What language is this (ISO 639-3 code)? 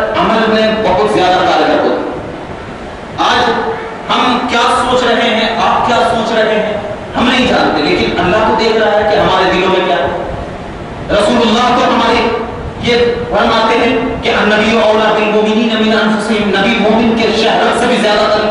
urd